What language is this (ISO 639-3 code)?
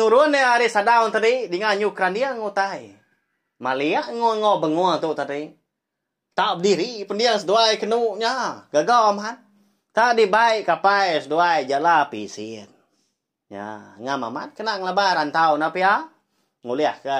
iba